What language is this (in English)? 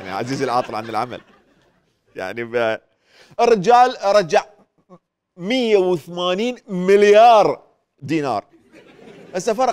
Mesopotamian Arabic